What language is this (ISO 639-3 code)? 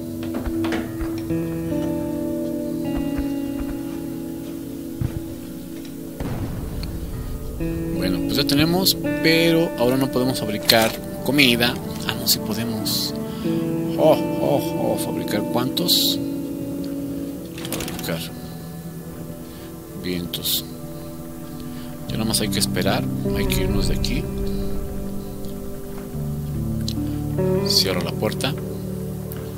spa